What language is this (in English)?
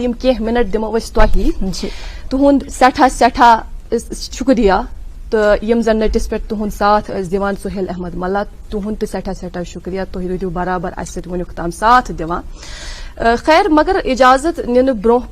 Kashmiri